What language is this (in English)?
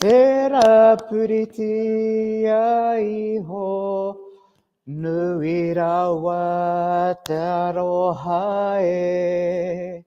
Māori